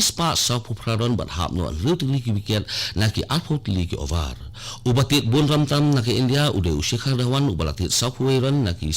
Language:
Khasi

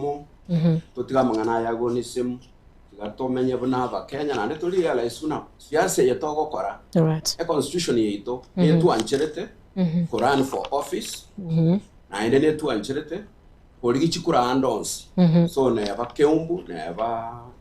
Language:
Gusii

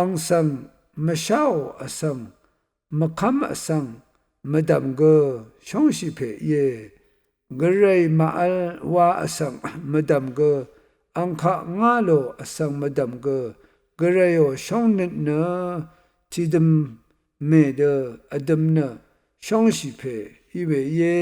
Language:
Rawang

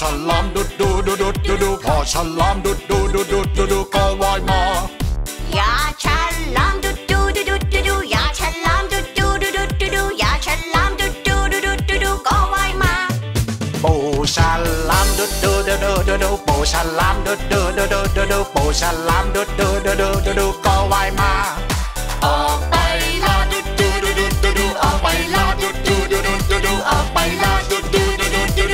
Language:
Thai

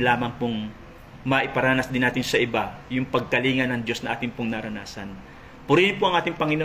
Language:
Filipino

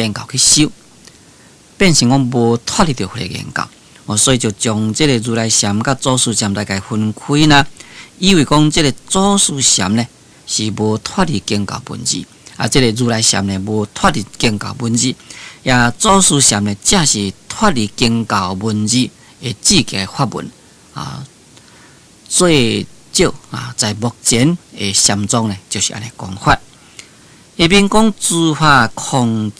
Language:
Min Nan Chinese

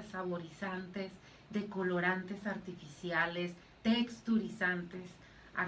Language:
Spanish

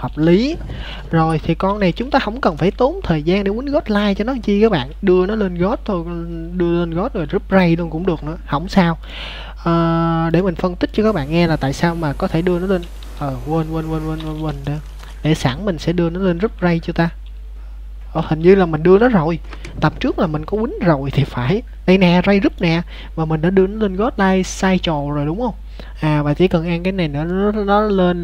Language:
Vietnamese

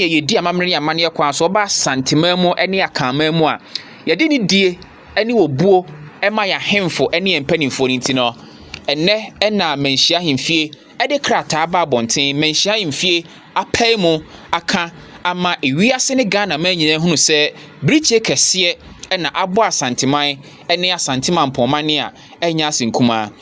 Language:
Akan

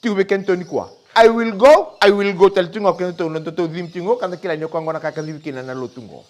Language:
Fijian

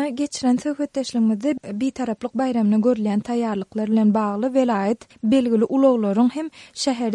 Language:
Turkmen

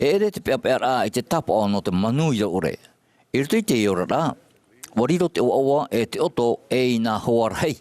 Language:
Tahitian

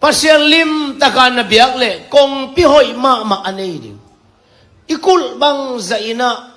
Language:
Tedim Chin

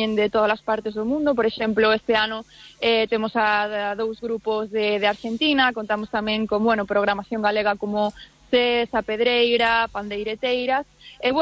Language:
Galician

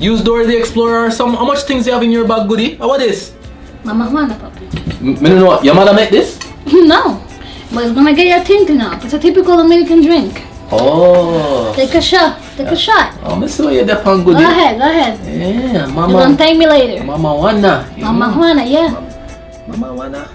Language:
Jamaican Creole English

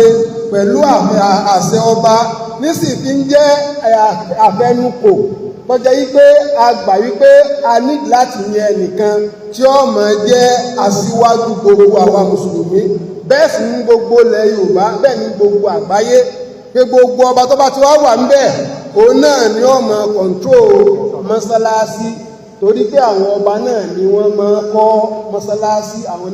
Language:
Yoruba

